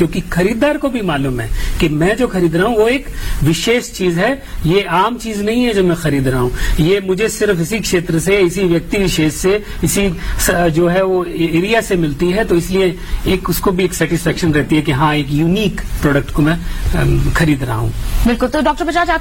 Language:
Hindi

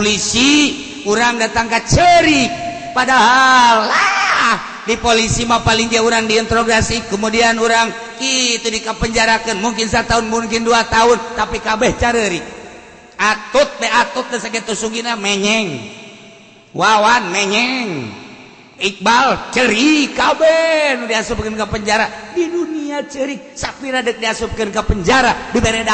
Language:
Sundanese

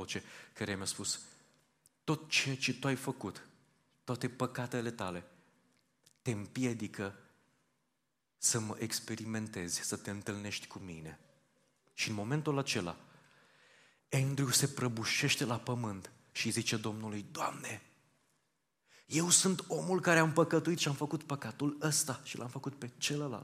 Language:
Romanian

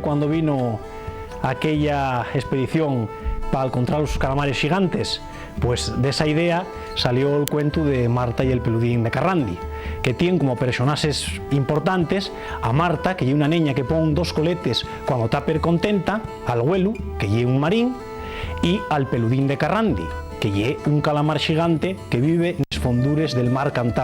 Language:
Asturian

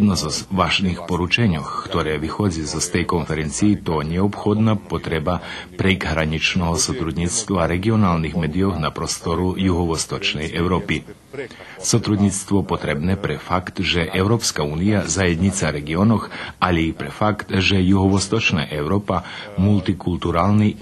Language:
Rusyn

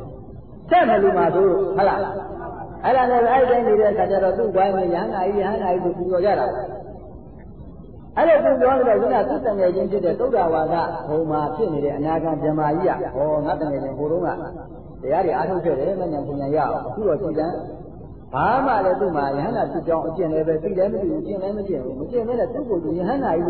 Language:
Burmese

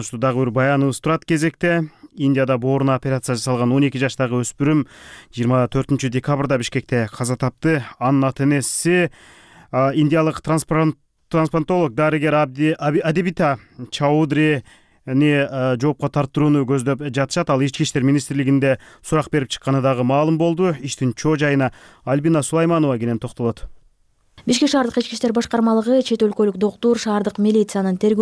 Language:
Kyrgyz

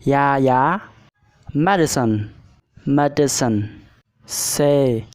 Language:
Shan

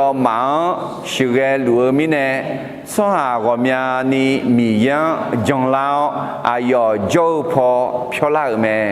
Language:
Akha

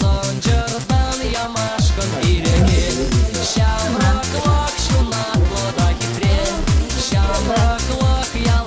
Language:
Chuvash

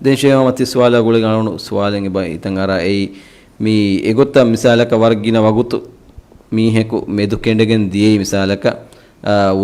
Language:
Divehi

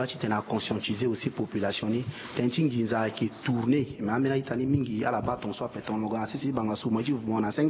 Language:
Sango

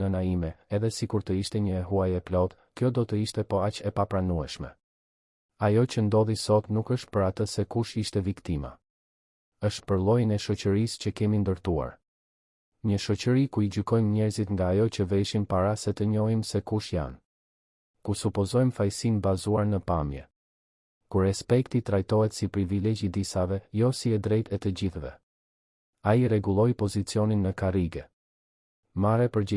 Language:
Albanian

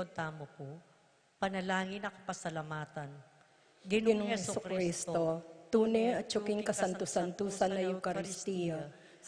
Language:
Pampanga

